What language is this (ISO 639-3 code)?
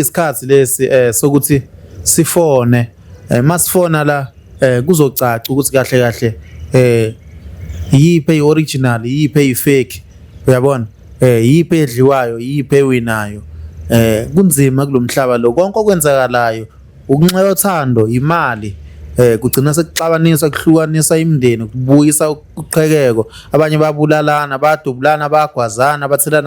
zul